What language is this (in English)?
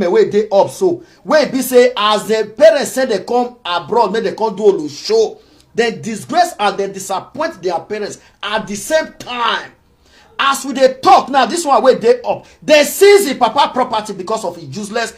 Nigerian Pidgin